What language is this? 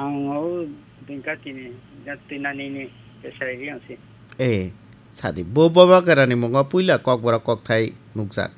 Kok Borok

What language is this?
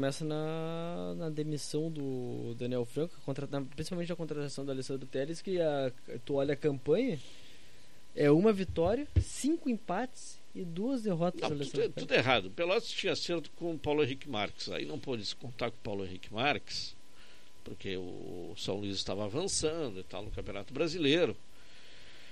Portuguese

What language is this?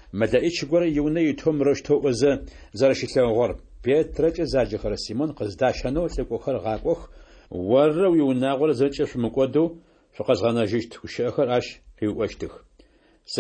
Adyghe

